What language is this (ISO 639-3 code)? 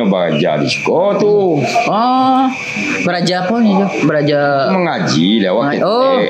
min